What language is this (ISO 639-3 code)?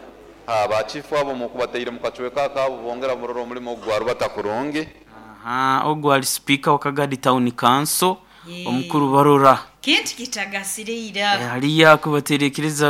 nyo